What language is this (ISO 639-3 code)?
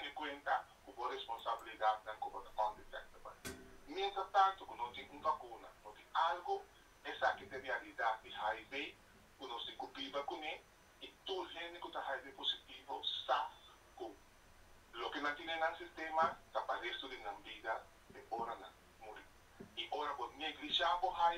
pap